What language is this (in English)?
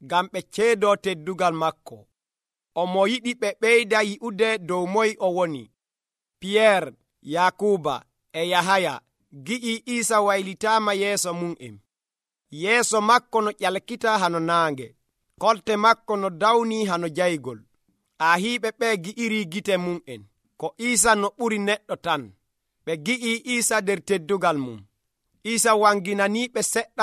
Nigerian Fulfulde